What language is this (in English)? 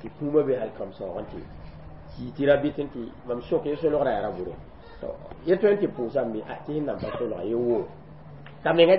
Mossi